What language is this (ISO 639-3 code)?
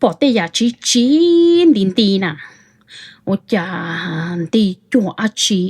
hmn